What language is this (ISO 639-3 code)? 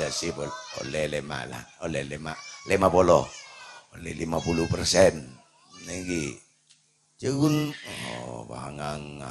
mad